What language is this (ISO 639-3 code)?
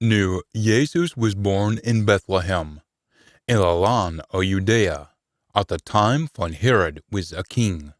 sco